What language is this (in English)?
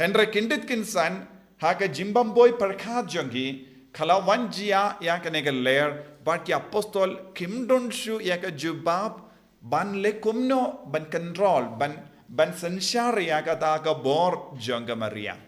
Khasi